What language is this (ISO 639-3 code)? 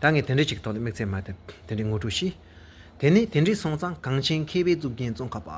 bod